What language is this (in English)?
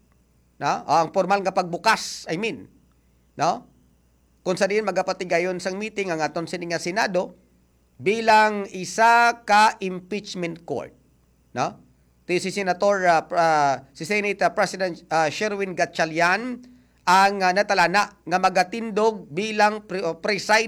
Hiligaynon